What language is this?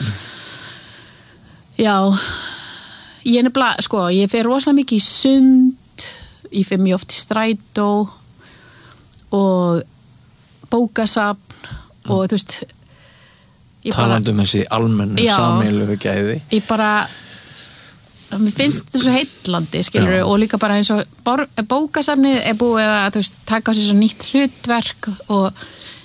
Icelandic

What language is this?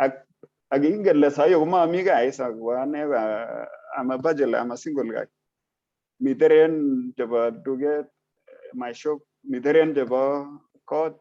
Kalenjin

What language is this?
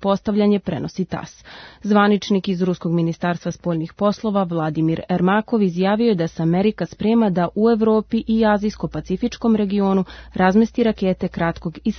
Serbian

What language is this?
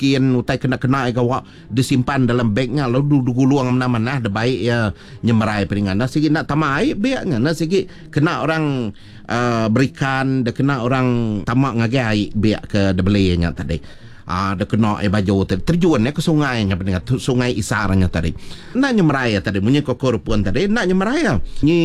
Iban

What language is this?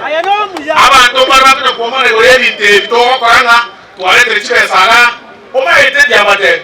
Gusii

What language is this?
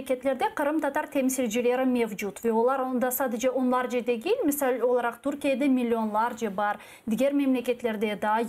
Crimean Tatar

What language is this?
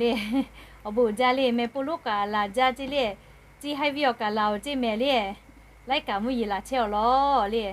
Lahu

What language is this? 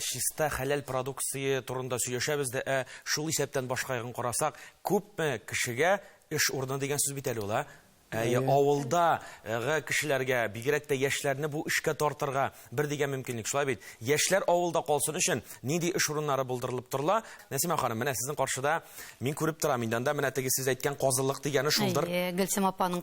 Tatar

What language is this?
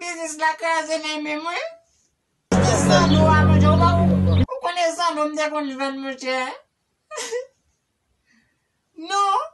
Haitian Creole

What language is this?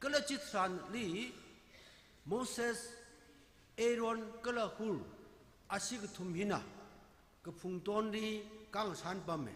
Tangkhul Naga (India)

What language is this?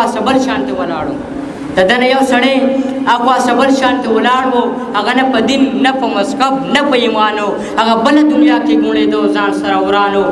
Pashto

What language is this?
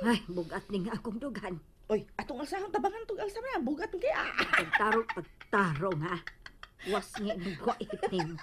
Cebuano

